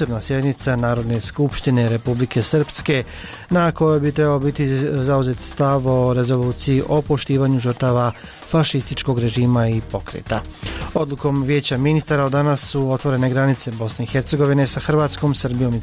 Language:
Bosnian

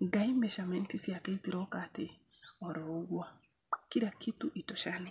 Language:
Kikuyu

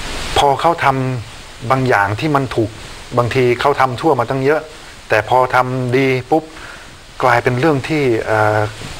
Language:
Thai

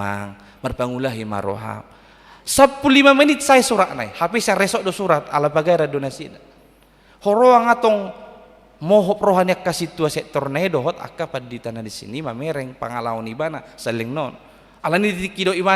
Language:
Batak Toba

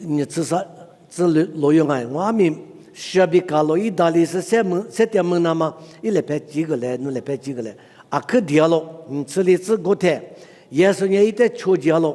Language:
Lisu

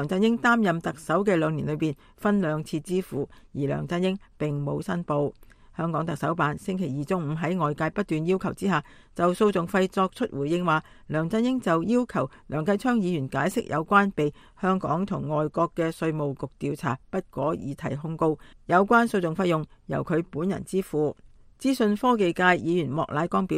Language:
Cantonese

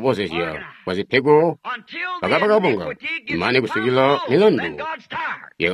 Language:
Tonga (Zambia)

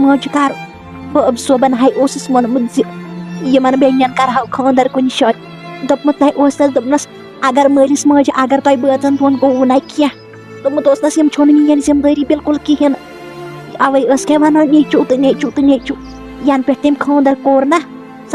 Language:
Kashmiri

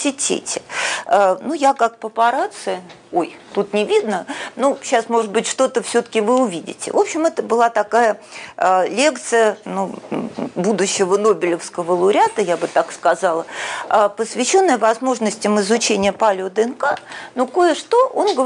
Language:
Russian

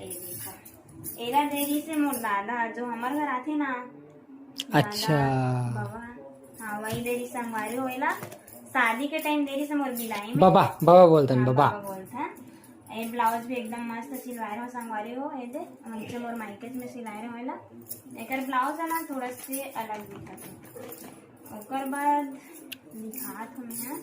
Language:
Chhattisgarhi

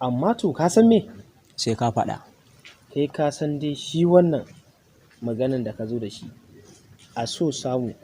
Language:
Hausa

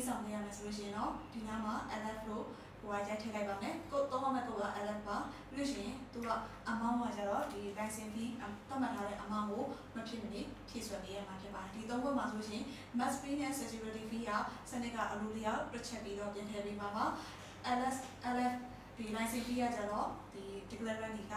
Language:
Burmese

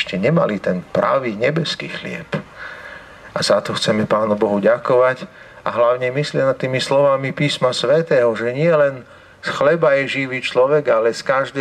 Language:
Slovak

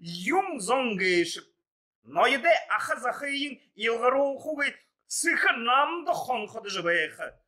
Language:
Buriat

